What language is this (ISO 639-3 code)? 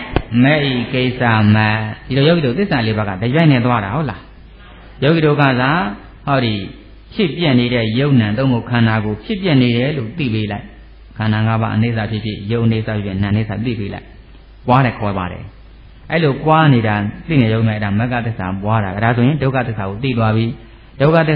mya